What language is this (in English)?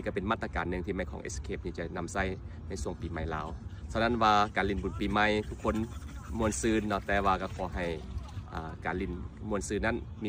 Lao